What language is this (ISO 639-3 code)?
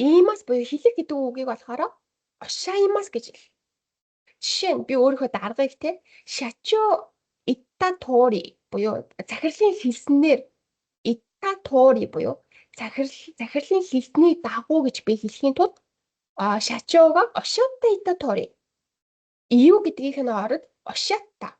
mon